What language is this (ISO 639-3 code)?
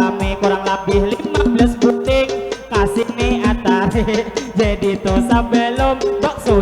bjn